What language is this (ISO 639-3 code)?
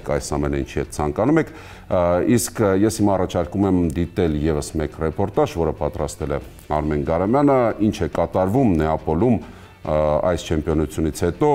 hye